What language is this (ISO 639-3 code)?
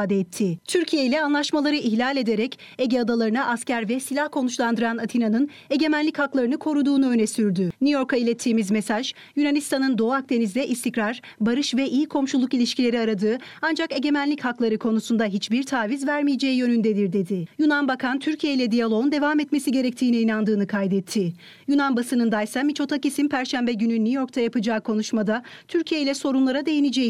tur